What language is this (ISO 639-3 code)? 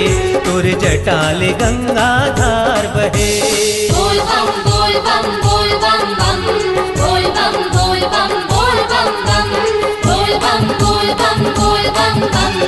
hne